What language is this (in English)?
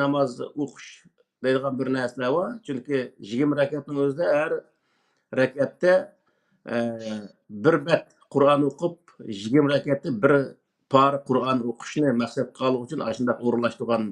Uyghur